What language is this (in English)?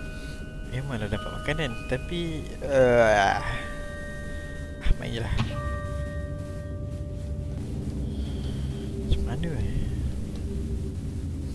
Malay